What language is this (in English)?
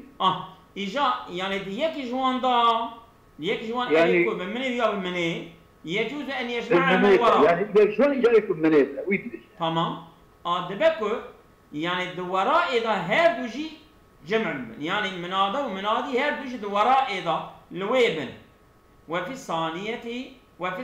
Kurdish